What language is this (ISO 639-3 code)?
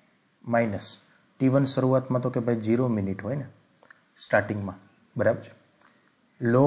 guj